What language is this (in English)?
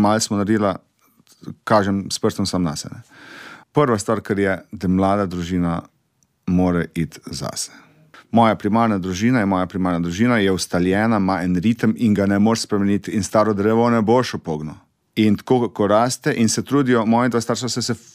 Slovenian